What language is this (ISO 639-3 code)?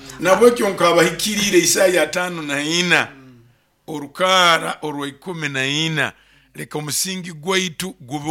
nyo